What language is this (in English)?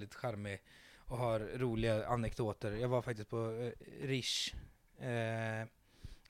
Swedish